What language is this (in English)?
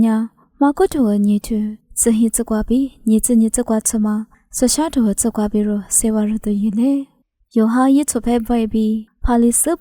Lisu